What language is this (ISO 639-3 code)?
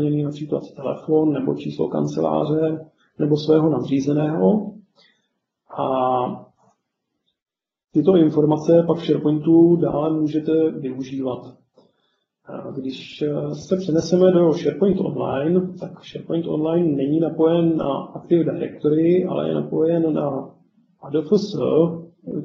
ces